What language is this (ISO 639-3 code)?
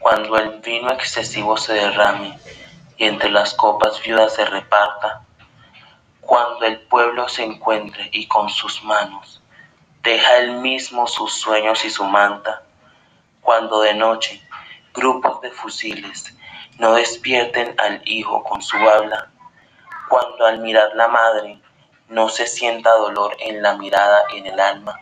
spa